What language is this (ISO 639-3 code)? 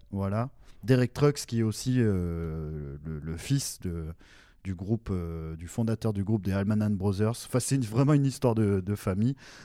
fra